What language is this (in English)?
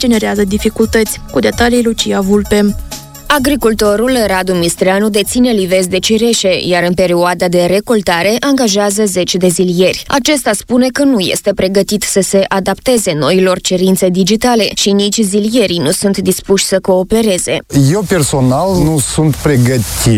Romanian